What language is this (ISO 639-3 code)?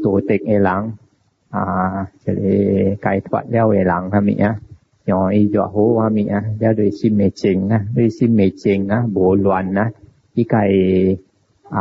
nan